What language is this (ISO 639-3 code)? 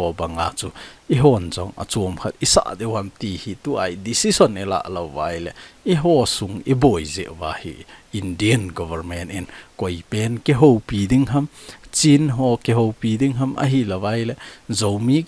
tcz